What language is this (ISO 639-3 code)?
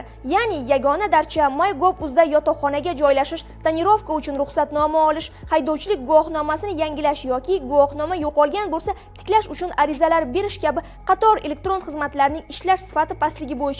uzb